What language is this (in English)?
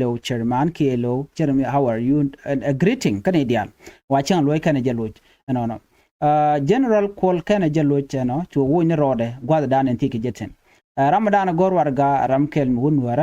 Nuer